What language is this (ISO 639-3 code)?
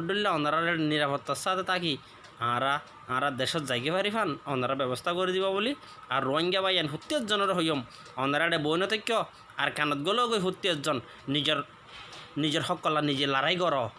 rhg